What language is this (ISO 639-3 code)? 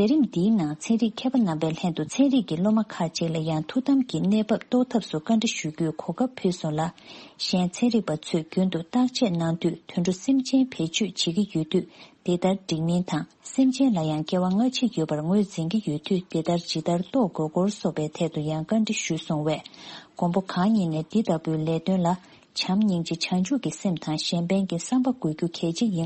bod